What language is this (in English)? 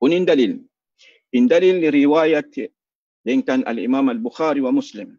Tausug